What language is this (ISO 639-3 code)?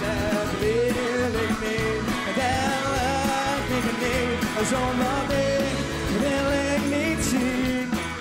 lim